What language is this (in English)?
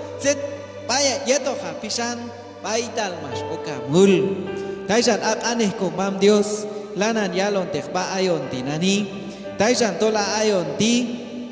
Q'anjob'al